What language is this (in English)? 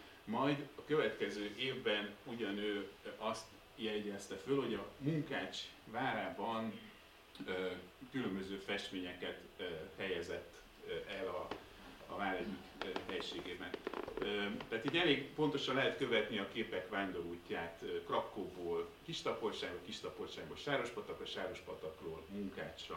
Hungarian